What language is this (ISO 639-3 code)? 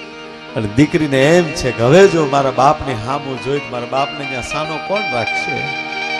guj